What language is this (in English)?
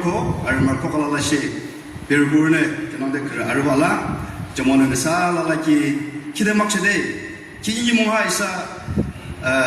Yimchungru Naga